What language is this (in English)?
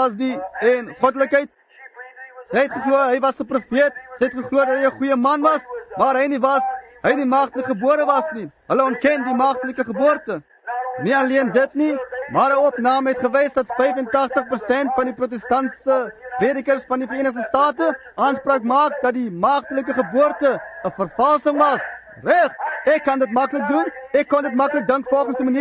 Afrikaans